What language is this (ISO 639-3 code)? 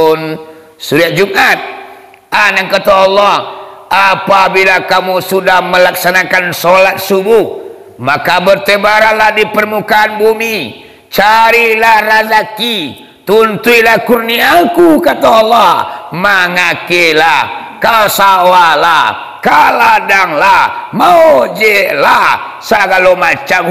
min